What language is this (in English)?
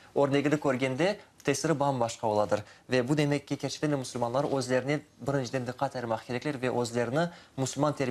Crimean Tatar